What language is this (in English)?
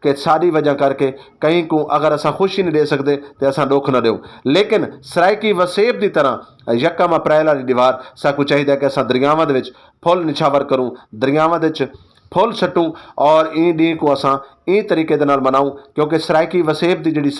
Saraiki